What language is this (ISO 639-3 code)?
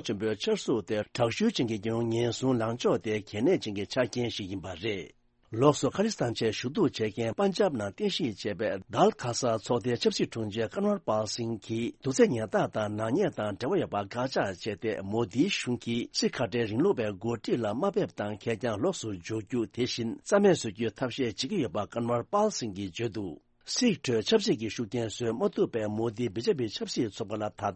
bod